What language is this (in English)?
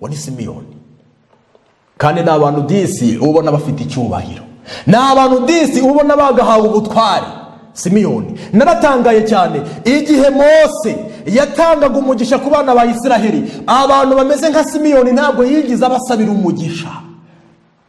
Kinyarwanda